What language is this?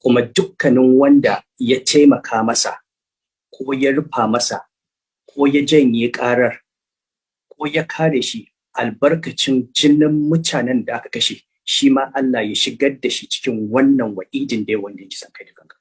Hausa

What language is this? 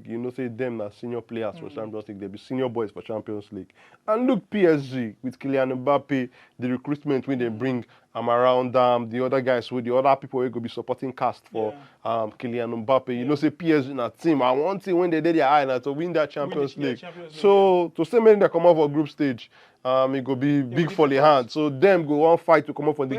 Nigerian Pidgin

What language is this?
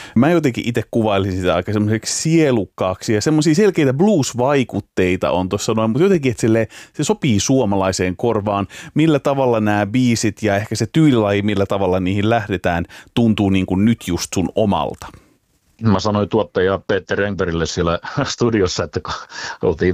Finnish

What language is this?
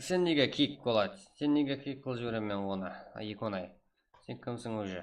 Kara-Kalpak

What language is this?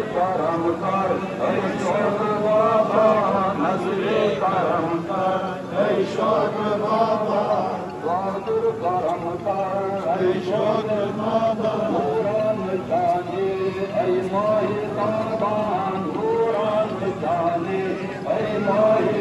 Urdu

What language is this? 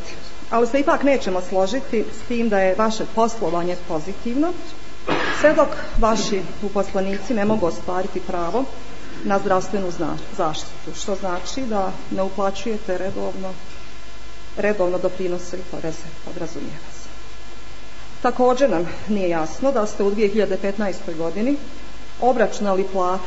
Bosnian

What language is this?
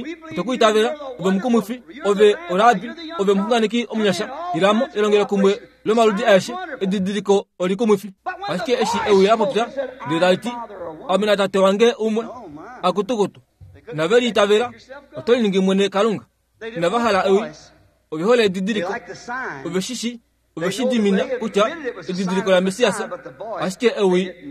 Kuanyama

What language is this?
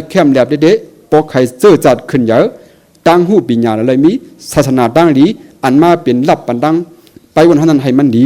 Shan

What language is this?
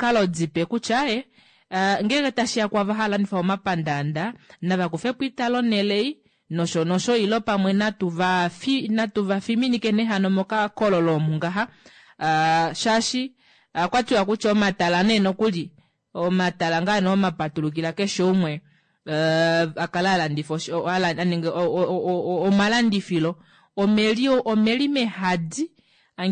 Kuanyama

